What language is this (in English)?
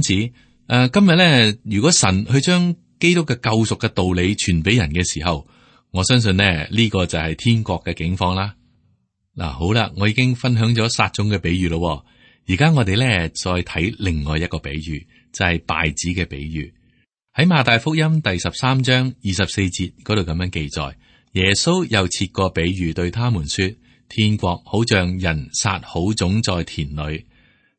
Cantonese